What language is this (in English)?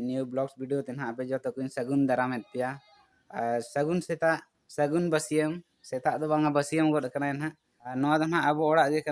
Santali